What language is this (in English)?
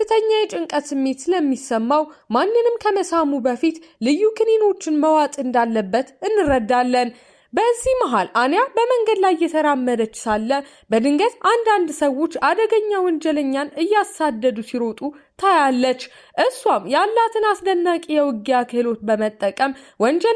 Amharic